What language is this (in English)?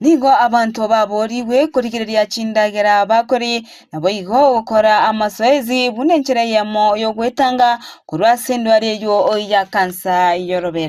Gusii